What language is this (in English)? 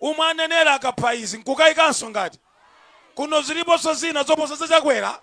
Nyanja